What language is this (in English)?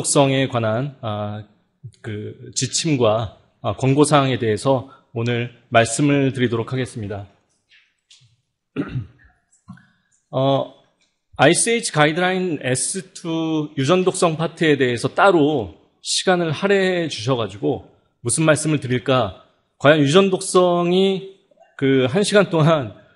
Korean